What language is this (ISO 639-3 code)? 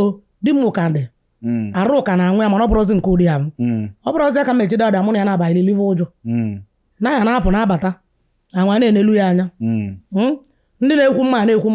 ibo